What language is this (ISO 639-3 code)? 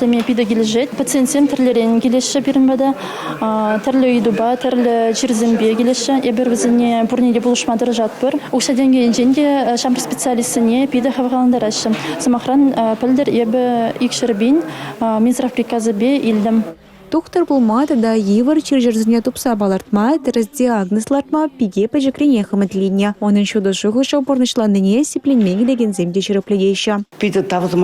chv